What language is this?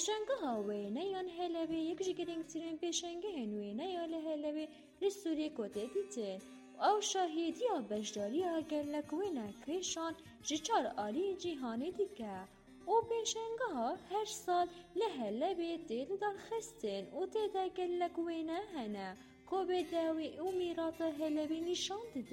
Kurdish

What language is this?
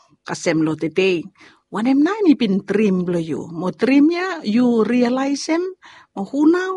Bislama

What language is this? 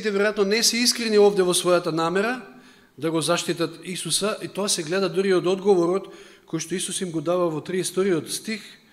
Macedonian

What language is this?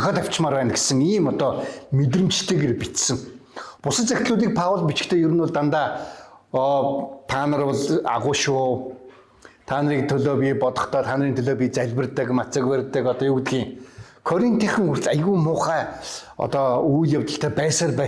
Mongolian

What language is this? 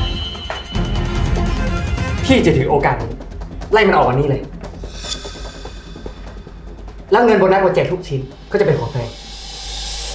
Thai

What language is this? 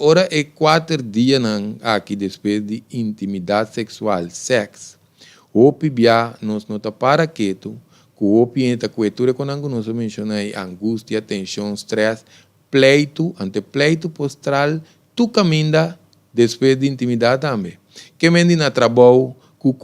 Papiamento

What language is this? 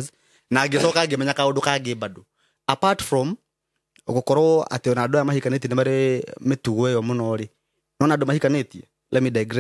Kikuyu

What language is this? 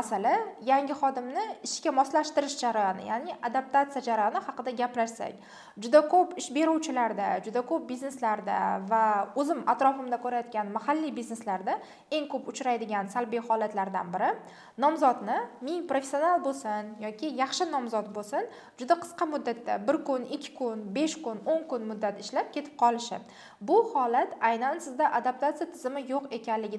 Uzbek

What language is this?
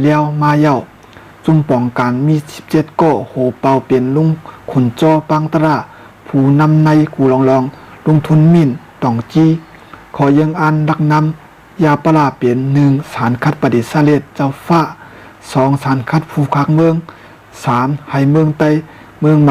Shan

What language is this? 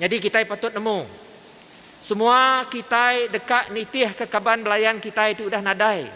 Iban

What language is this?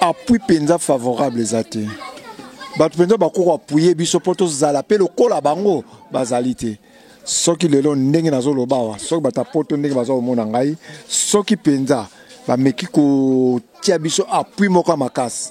Lingala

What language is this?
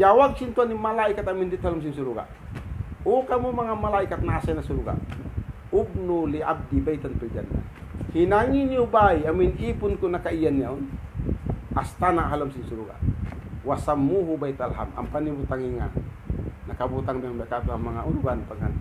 Tausug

